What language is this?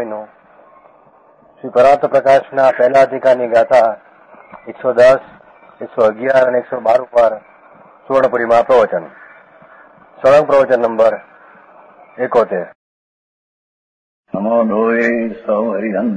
Gujarati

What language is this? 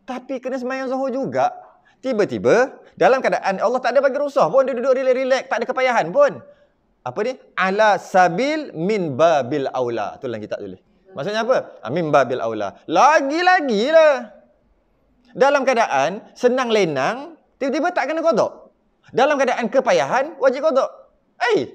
Malay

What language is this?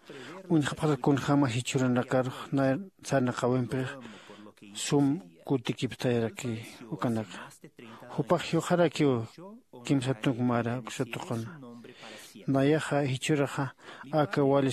Aymara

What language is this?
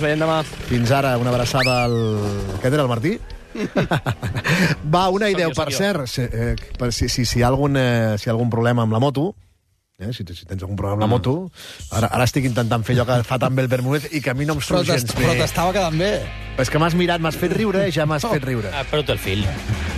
Catalan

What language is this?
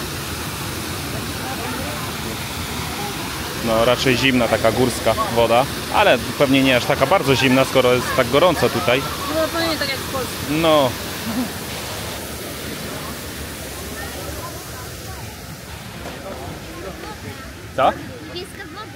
Polish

